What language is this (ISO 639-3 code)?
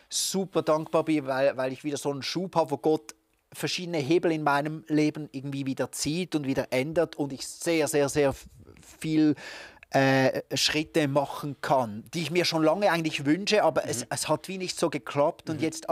gsw